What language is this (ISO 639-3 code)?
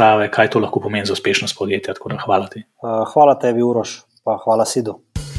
slv